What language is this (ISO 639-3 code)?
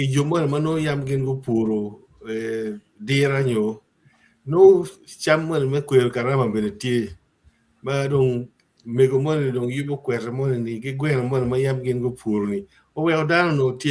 ach